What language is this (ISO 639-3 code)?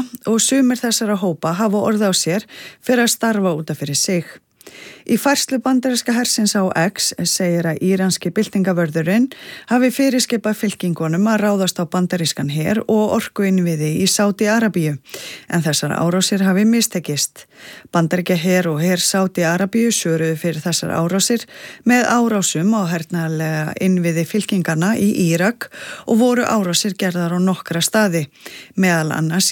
isl